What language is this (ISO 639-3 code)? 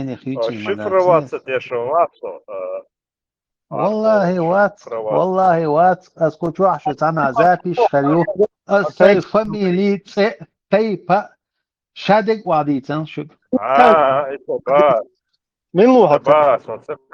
che